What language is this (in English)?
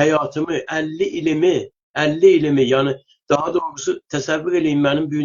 South Azerbaijani